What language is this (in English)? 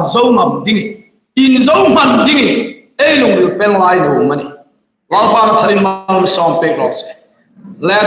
Hmar